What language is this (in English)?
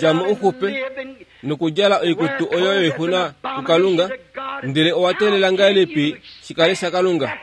Kuanyama